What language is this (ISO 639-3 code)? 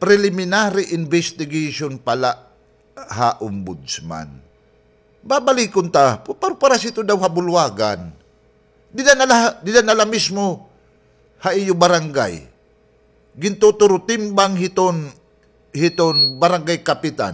war